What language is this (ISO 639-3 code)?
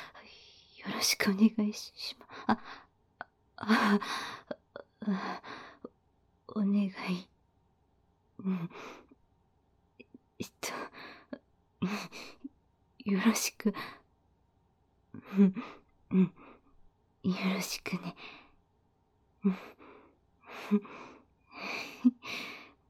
jpn